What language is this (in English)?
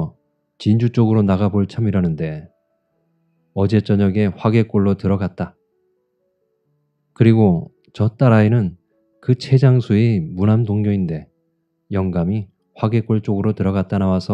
Korean